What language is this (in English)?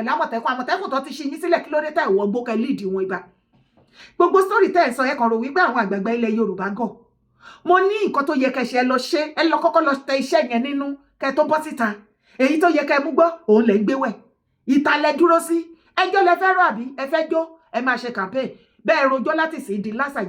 Yoruba